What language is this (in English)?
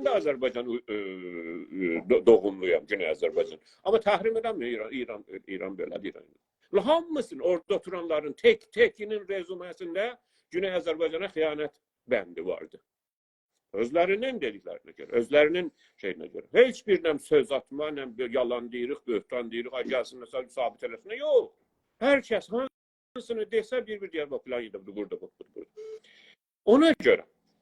South Azerbaijani